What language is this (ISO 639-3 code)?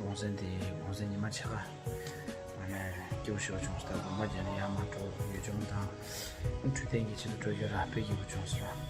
bod